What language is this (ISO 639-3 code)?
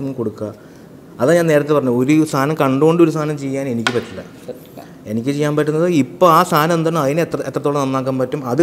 mal